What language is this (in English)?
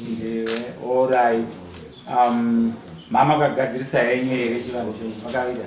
Shona